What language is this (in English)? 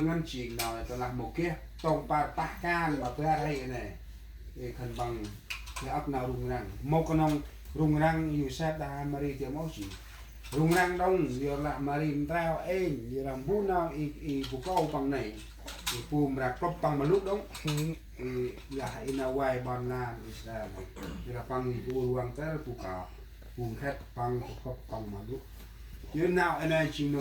Central Mnong